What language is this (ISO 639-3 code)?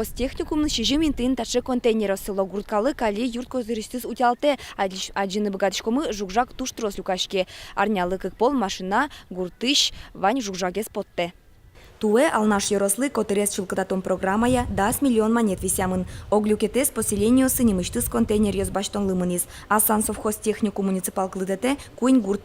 udm